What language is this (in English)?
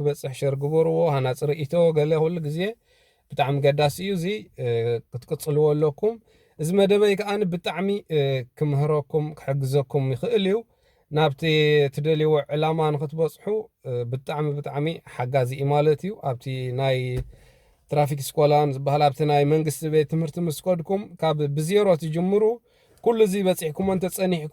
Tigrinya